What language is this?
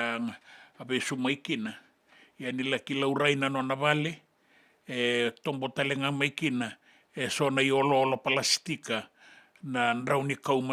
Fijian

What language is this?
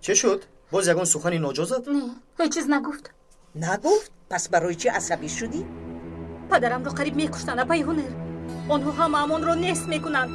Tajik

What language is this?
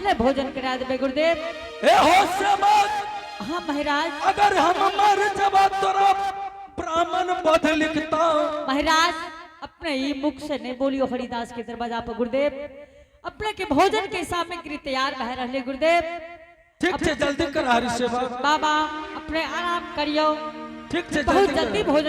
Angika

